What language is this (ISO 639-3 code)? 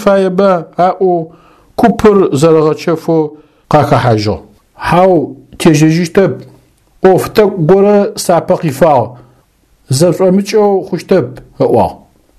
ady